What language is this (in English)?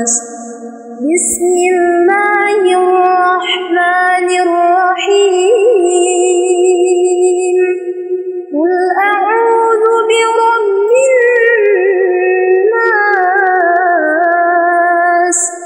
Arabic